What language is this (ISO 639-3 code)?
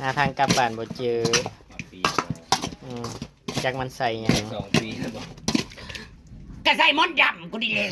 tts